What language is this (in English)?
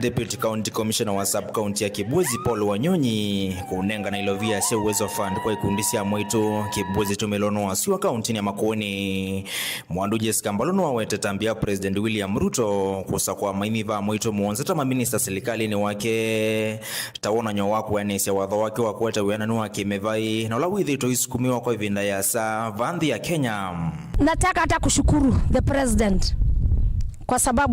Kamba